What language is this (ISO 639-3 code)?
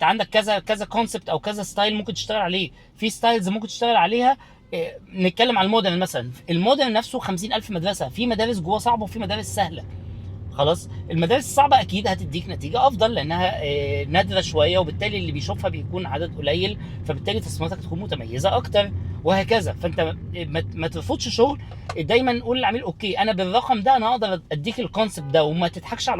arz